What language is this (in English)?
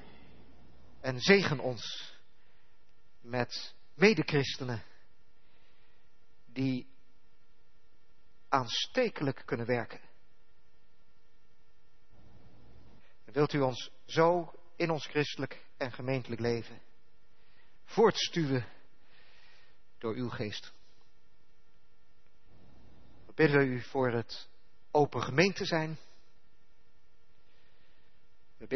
Dutch